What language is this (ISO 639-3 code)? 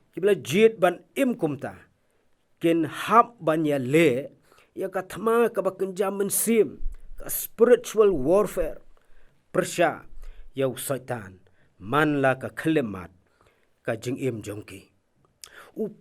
kha